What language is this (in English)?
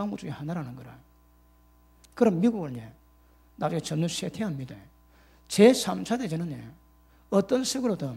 Korean